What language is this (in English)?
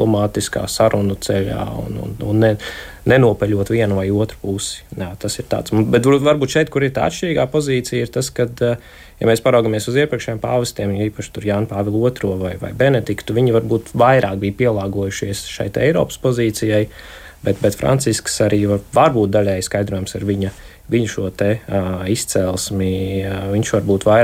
Latvian